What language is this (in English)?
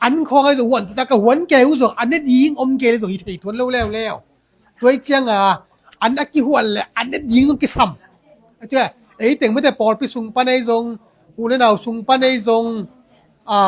Tedim Chin